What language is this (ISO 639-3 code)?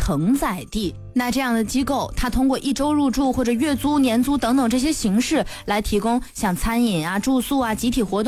zho